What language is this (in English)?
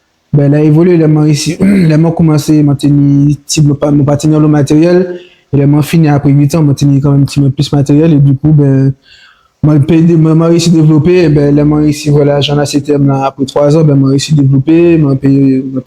Guadeloupean Creole French